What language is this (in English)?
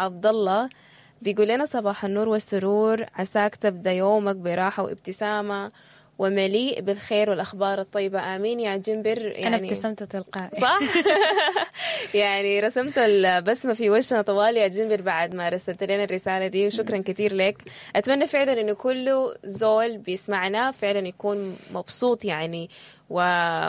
Sudanese Arabic